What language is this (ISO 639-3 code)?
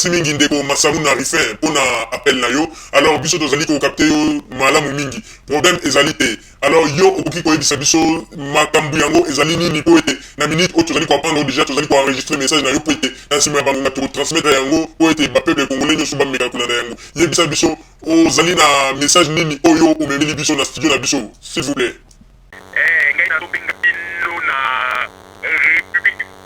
lin